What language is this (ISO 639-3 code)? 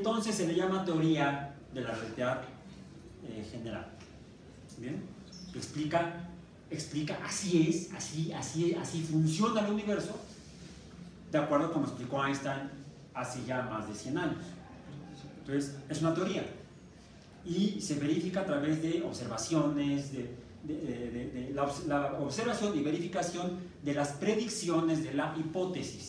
spa